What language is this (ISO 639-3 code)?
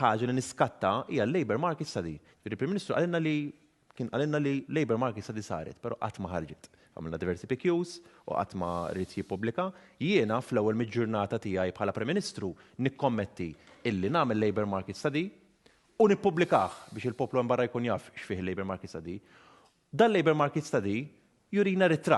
mlt